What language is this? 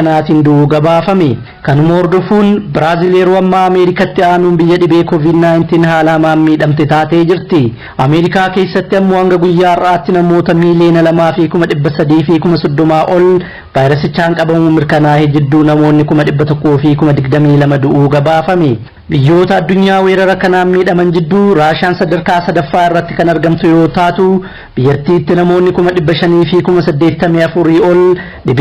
Oromo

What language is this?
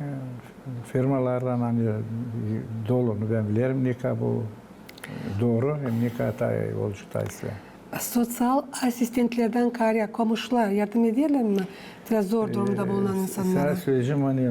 Gagauz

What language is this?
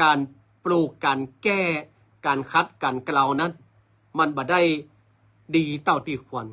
Northern Thai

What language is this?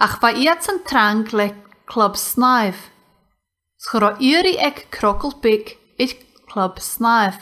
Scottish Gaelic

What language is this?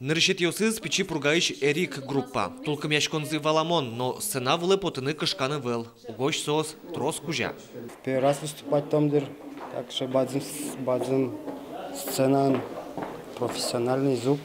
Udmurt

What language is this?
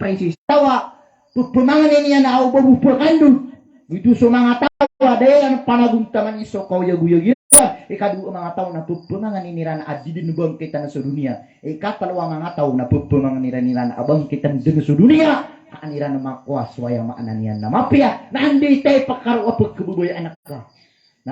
Maranao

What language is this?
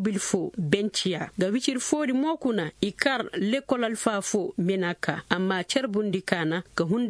Koyraboro Senni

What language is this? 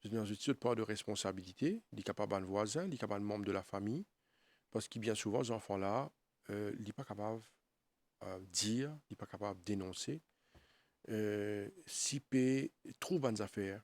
Morisyen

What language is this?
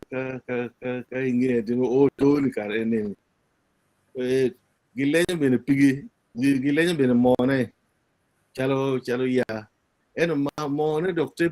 Acoli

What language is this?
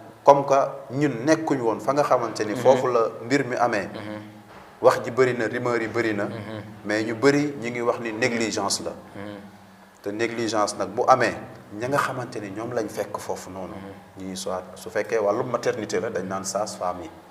Wolof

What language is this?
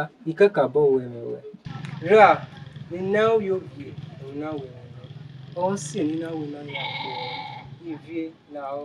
Bini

